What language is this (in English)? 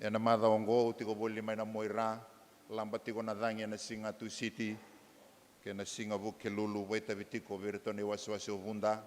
Fijian